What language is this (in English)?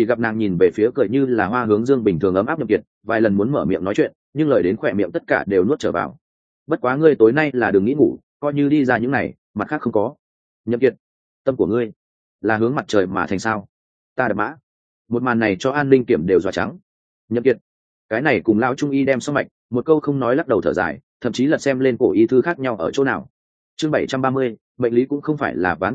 Vietnamese